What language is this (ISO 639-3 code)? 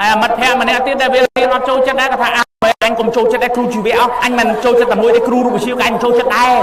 khm